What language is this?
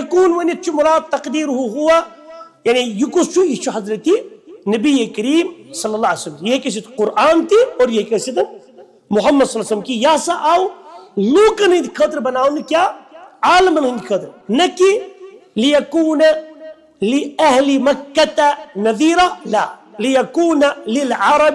Kashmiri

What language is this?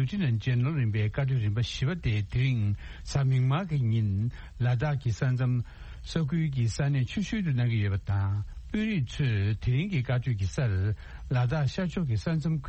Tibetan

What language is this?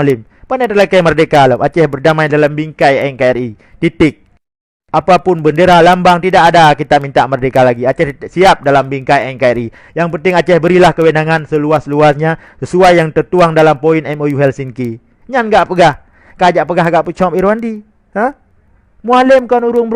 Achinese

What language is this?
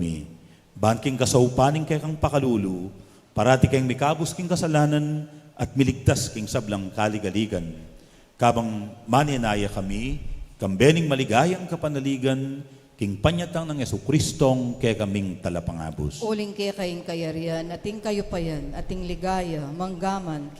Pampanga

